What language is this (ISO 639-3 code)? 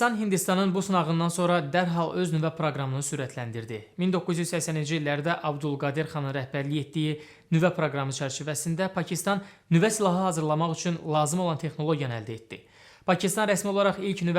aze